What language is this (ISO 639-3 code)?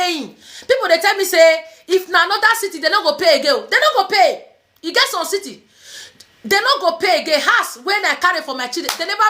pcm